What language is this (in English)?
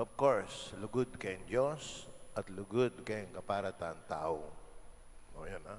Pampanga